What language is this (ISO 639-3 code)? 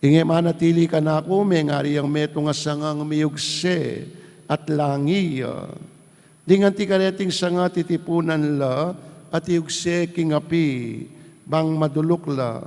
pam